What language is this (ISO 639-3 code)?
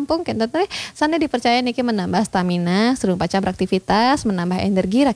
ban